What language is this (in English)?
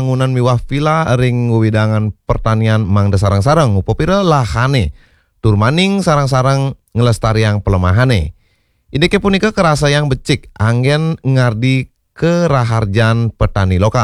Balinese